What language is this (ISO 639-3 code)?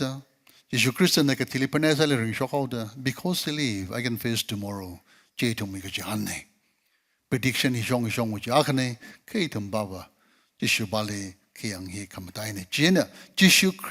nmf